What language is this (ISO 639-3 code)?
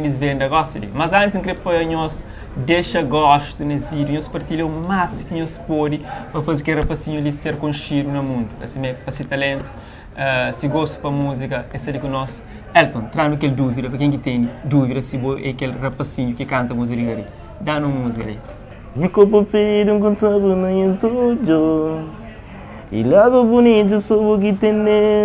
kea